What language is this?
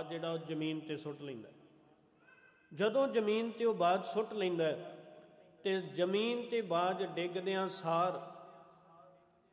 Punjabi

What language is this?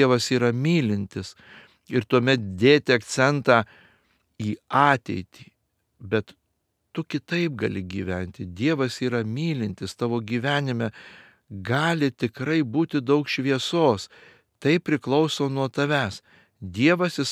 Lithuanian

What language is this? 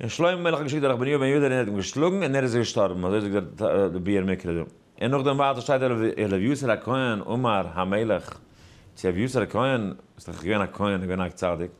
Yiddish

